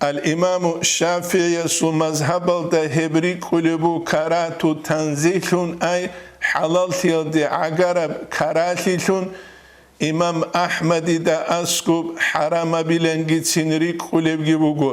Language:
Avaric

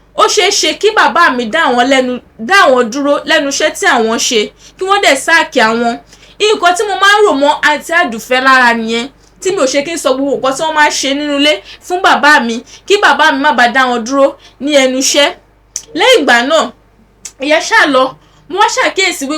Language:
Yoruba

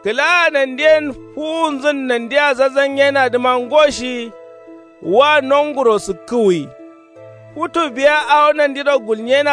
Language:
Kanuri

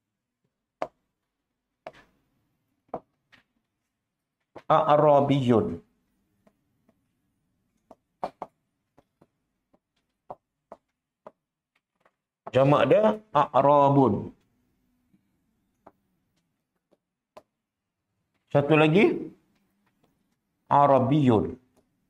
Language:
Malay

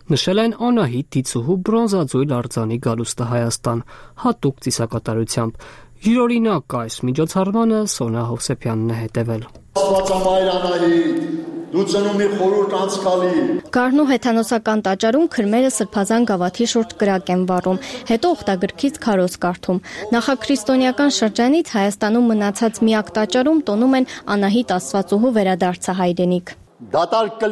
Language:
Armenian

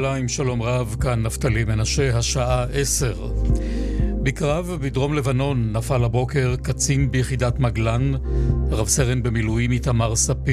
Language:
Hebrew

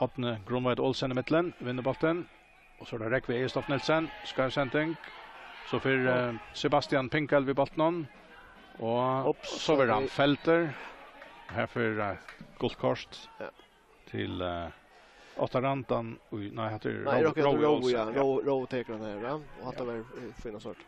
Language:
Faroese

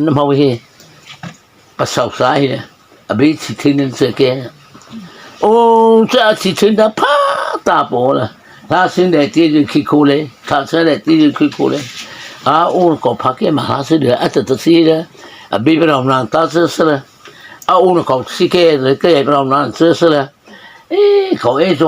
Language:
Mara Chin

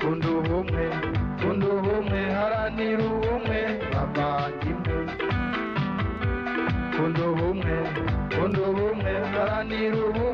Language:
Rundi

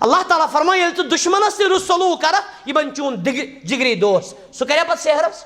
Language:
Kashmiri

